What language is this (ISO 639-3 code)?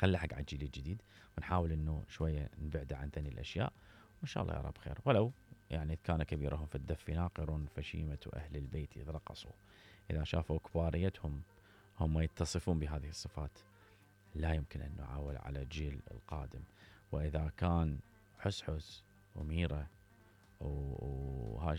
acm